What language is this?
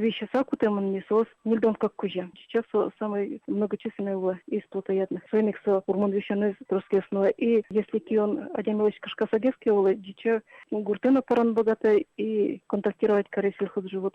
Udmurt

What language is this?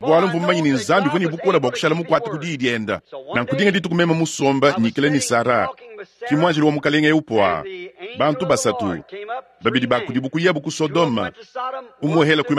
Luba-Lulua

